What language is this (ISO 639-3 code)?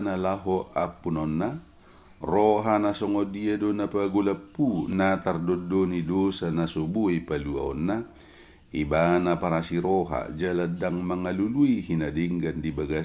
bbc